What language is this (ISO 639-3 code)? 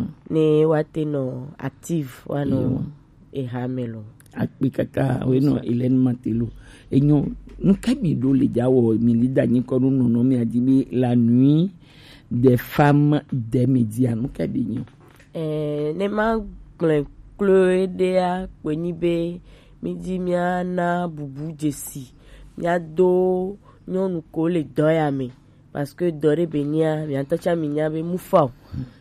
gej